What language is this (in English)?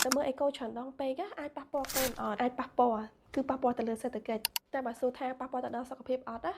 Khmer